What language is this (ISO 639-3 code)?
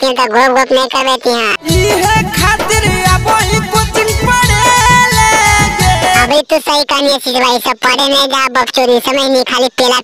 mag